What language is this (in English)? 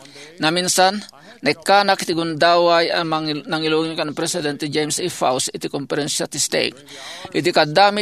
Iloko